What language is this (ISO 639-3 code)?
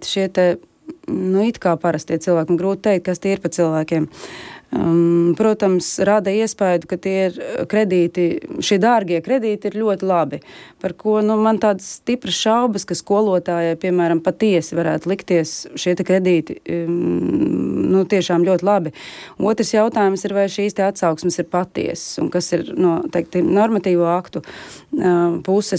lav